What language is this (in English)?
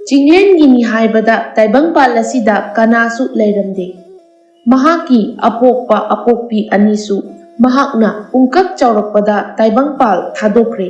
Manipuri